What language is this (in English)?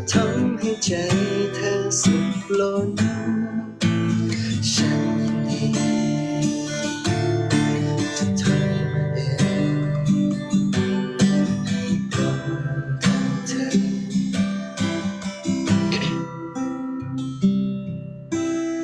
Thai